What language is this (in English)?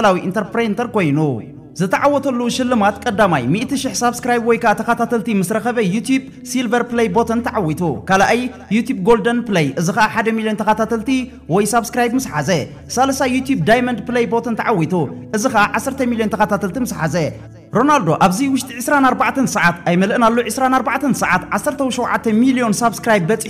Tigrinya